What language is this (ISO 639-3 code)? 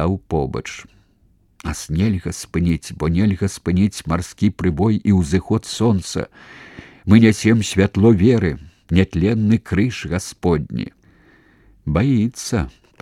bel